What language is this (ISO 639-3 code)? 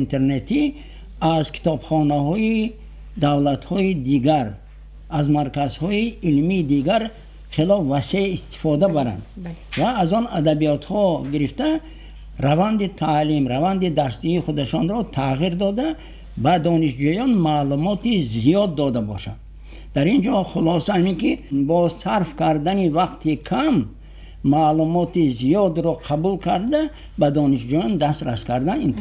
tgk